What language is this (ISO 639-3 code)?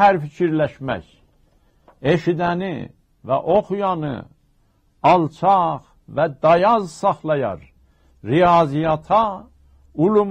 azb